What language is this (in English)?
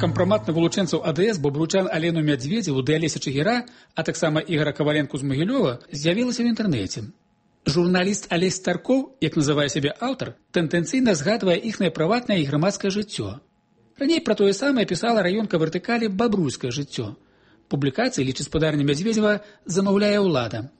Belarusian